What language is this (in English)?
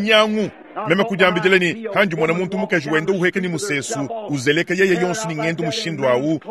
Luba-Lulua